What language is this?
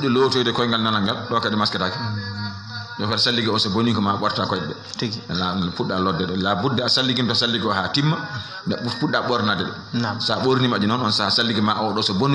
Fula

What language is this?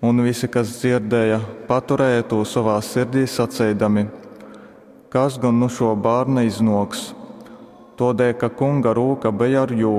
Latgalian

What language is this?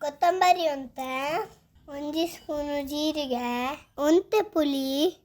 Tulu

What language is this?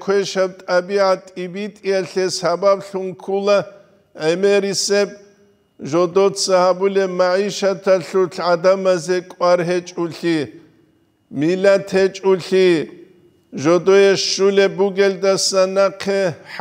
Avaric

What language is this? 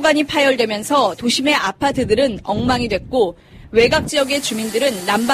Korean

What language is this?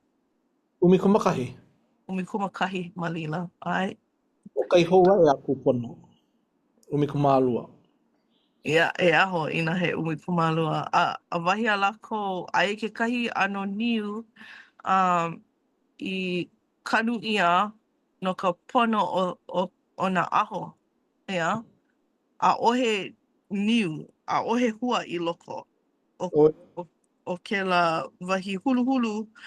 Hawaiian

